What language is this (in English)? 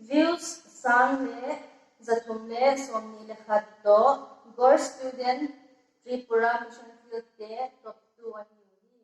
Paite Chin